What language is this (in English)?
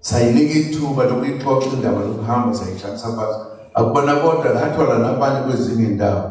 Zulu